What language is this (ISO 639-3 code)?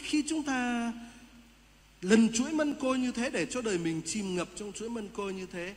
vie